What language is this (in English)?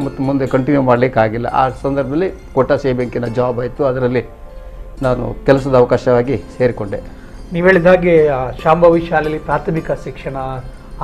Kannada